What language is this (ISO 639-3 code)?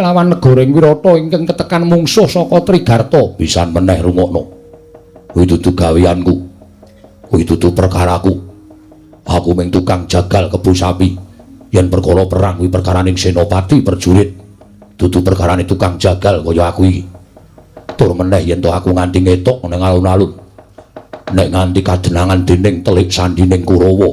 jav